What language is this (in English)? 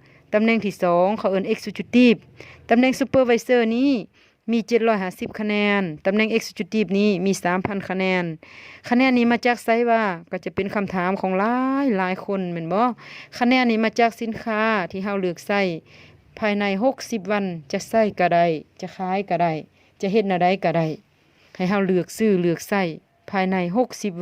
Lao